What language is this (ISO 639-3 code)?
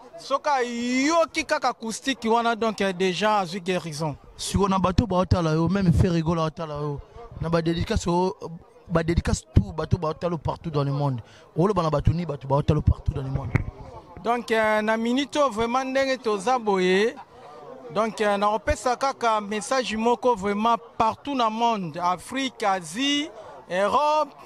lin